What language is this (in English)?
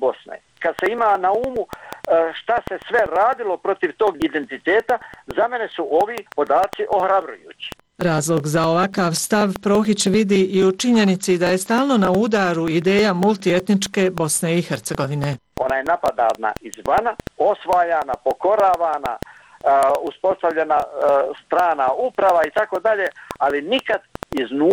Bosnian